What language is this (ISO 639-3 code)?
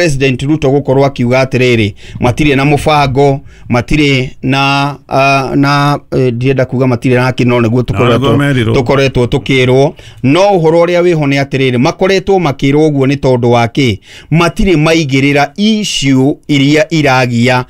kik